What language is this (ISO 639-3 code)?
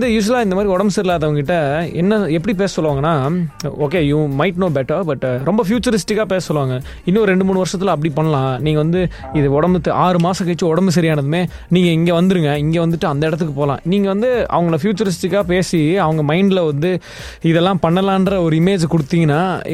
tam